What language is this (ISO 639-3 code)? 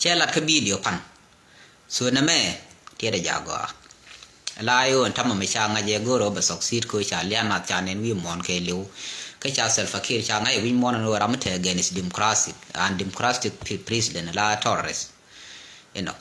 nus